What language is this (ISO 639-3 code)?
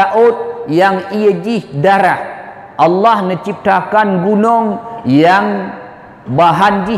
ace